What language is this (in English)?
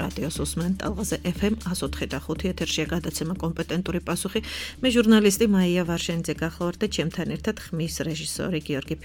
Georgian